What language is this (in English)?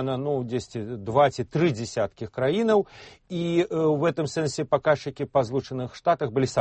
Belarusian